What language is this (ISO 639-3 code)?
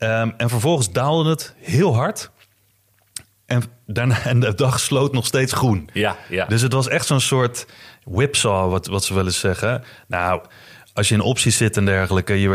nld